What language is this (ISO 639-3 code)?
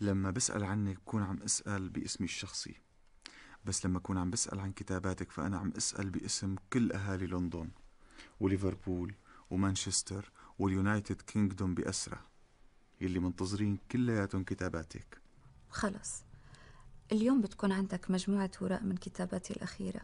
apc